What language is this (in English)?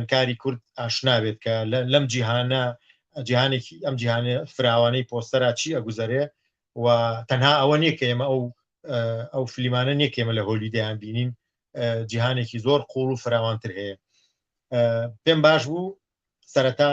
Central Kurdish